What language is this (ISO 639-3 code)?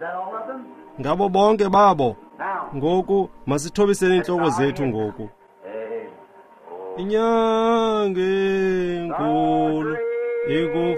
xho